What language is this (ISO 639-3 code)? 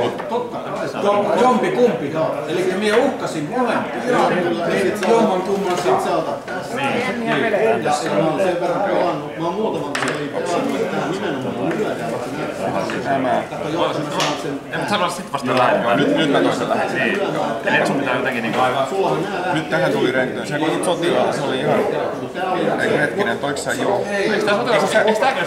fin